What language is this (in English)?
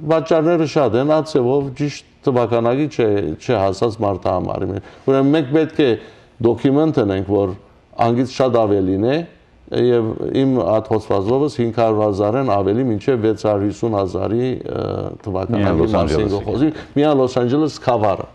Western Armenian